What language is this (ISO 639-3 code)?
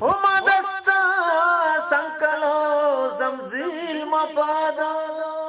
bgp